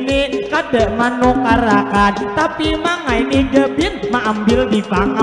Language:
Banjar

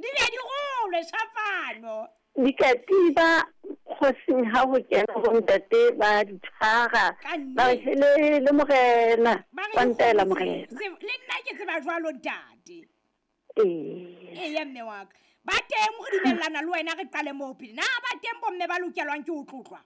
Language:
Southern Sotho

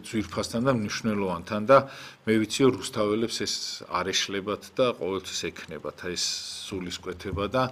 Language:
Georgian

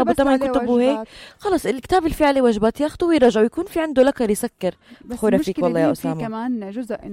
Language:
North Levantine Arabic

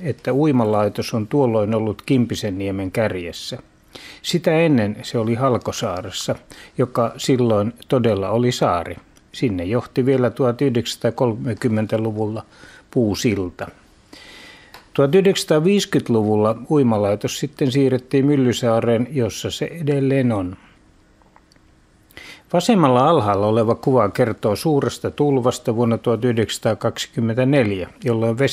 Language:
Finnish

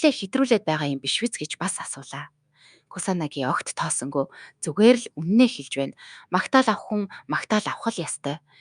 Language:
Mongolian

